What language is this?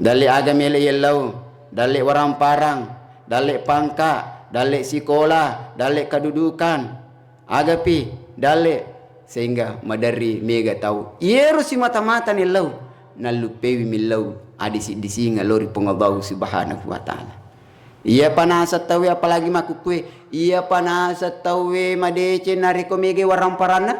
Buginese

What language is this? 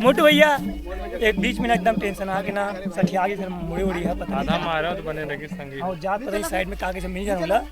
Chhattisgarhi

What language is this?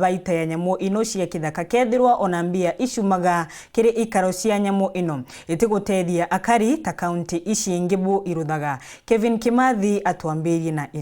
Meru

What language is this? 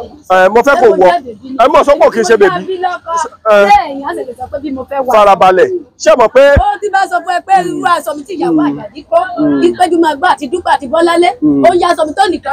Yoruba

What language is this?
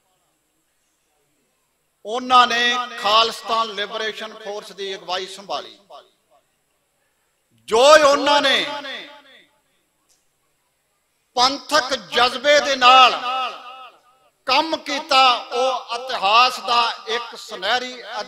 Punjabi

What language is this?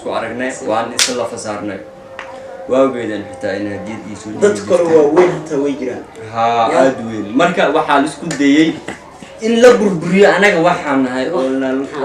Somali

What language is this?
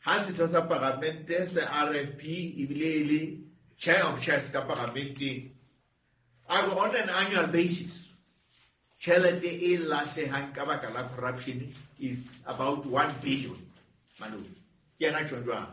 Southern Sotho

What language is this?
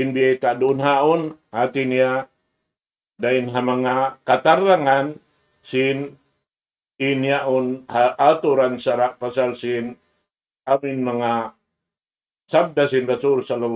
Tausug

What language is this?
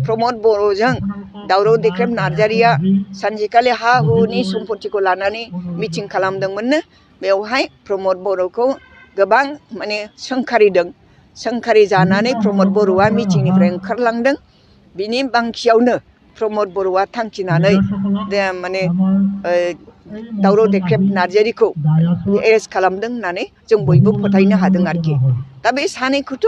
Bodo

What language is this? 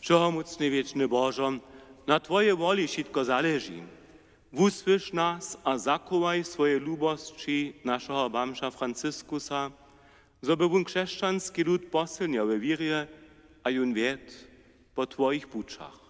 Upper Sorbian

